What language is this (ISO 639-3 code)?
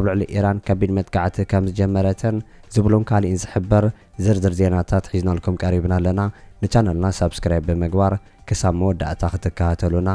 tir